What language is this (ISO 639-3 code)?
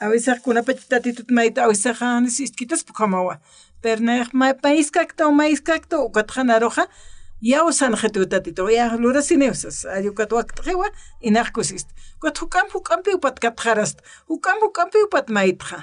aym